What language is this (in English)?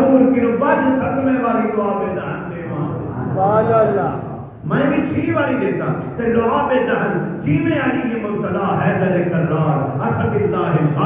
Saraiki